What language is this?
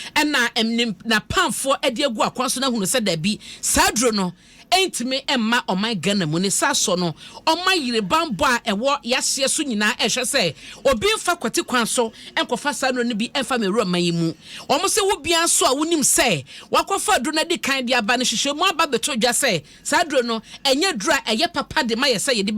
Akan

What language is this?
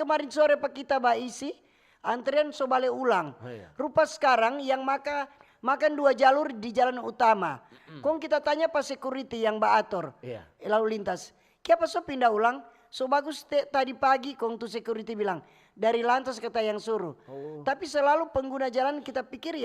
Manado Malay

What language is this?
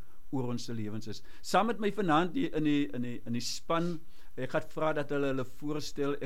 Afrikaans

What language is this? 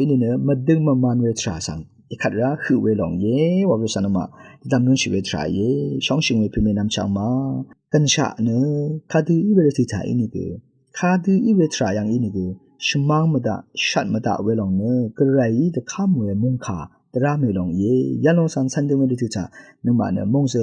Rawang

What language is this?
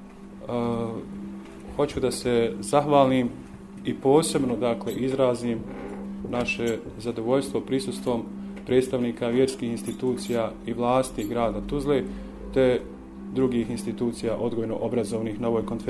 Bosnian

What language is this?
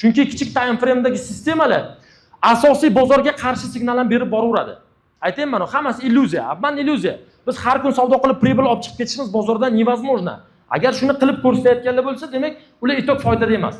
Uzbek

